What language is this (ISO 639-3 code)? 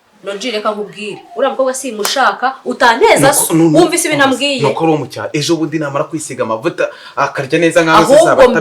kin